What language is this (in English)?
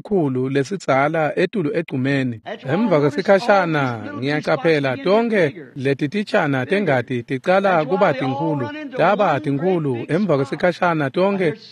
Swati